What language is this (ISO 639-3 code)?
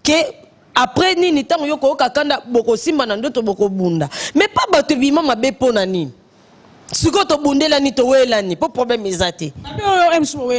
lin